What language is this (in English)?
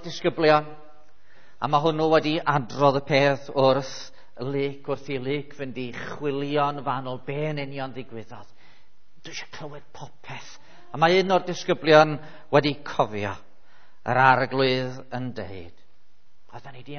Welsh